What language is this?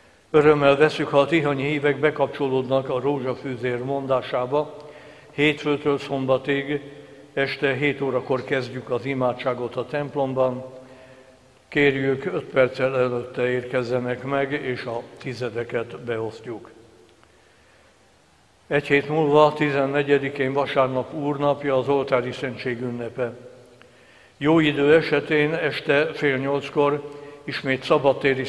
Hungarian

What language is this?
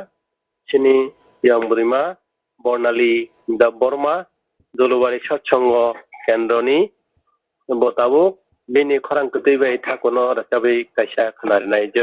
Kok Borok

